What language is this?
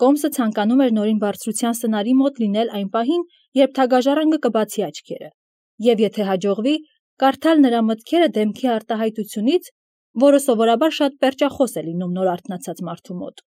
Armenian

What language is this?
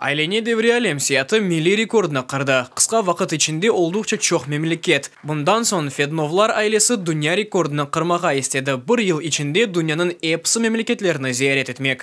Crimean Tatar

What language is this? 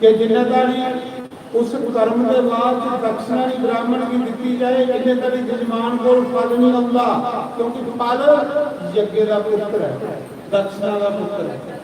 Dogri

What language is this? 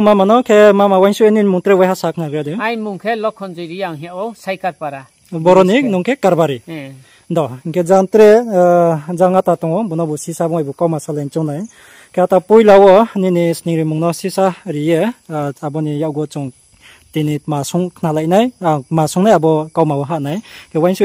Riang (India)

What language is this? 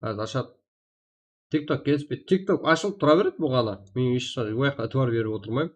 Kara-Kalpak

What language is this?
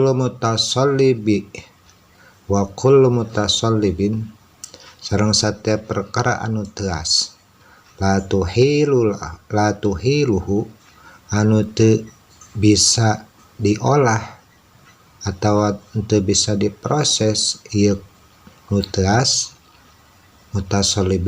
Sundanese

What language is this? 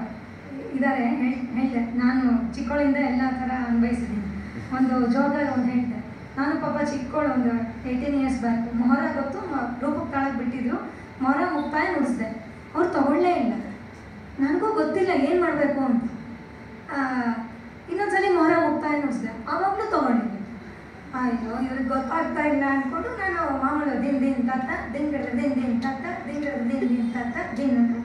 Kannada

